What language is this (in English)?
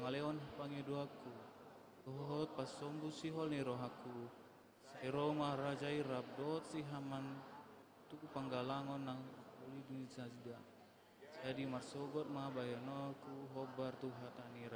Batak Toba